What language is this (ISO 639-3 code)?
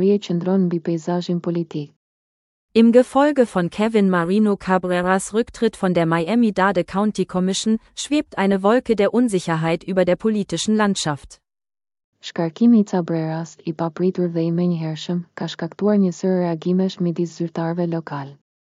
sqi